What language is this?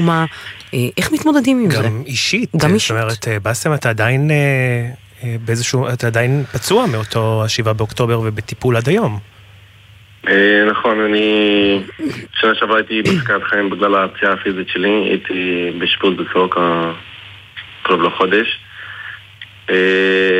Hebrew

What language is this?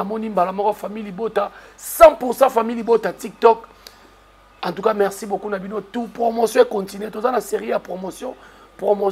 Lingala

